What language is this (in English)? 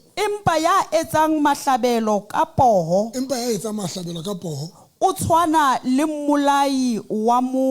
Southern Sotho